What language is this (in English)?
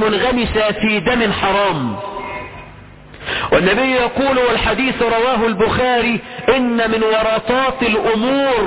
Arabic